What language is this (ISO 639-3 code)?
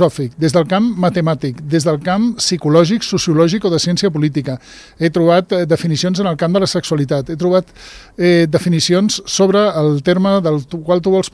cat